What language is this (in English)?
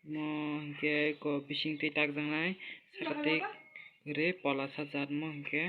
Kok Borok